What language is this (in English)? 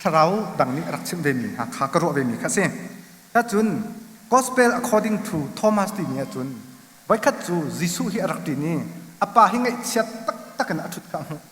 Hakha Chin